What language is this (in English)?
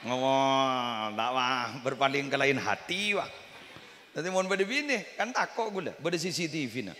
Madurese